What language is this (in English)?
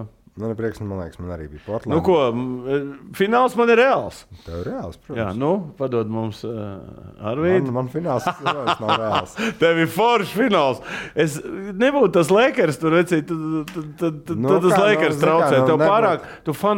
Latvian